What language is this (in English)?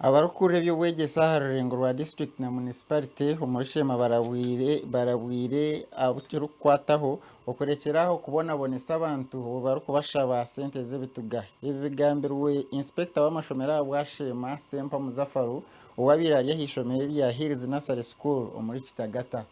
Nyankole